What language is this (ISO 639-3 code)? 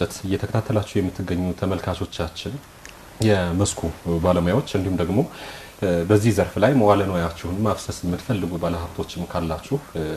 amh